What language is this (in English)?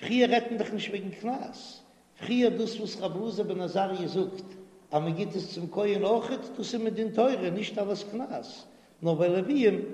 Yiddish